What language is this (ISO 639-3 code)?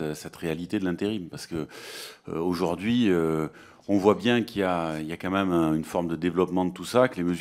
fra